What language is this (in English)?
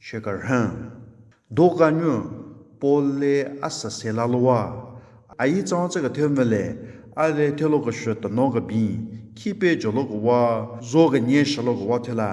Southern Rengma Naga